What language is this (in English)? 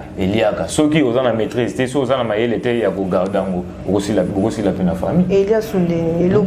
Lingala